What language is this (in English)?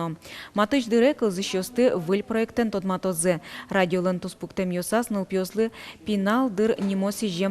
Udmurt